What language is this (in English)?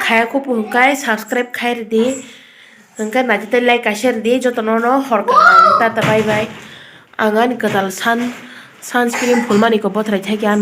Kok Borok